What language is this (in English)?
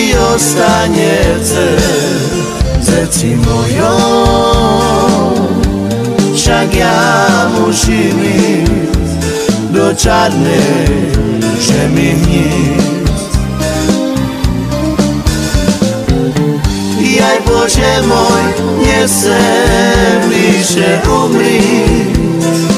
Slovak